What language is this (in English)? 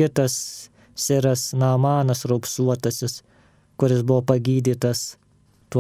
Lithuanian